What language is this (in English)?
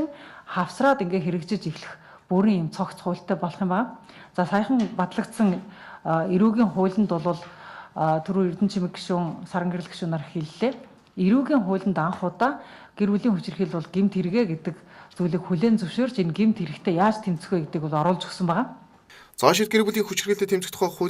Mongolian